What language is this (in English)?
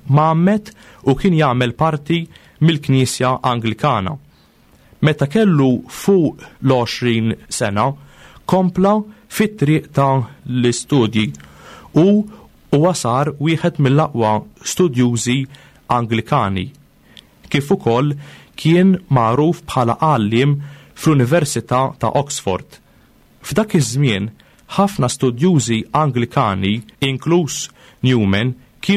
Maltese